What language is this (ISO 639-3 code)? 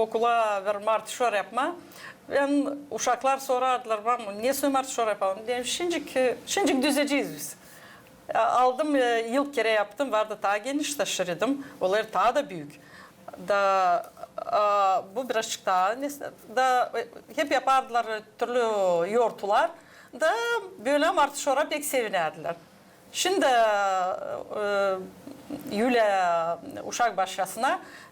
gag